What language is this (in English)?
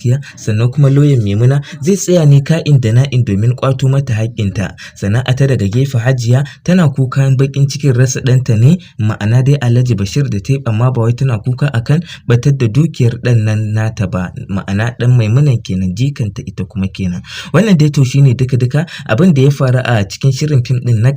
Hausa